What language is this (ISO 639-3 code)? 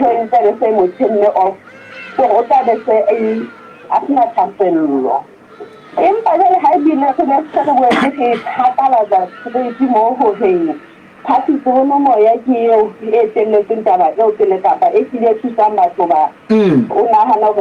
sot